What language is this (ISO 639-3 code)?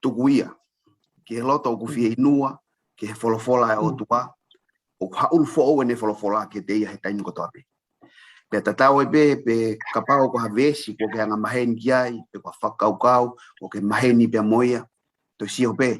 ton